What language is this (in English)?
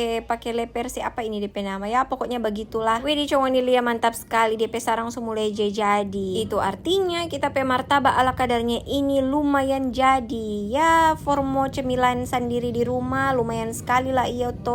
Manado Malay